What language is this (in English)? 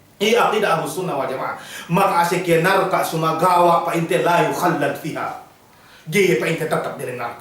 Yakan